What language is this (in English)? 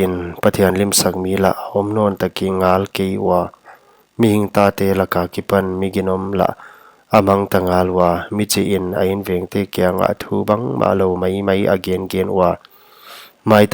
Paite Chin